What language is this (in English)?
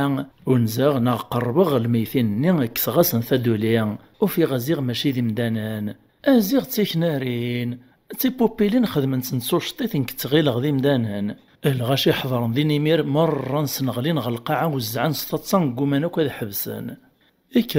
Kabyle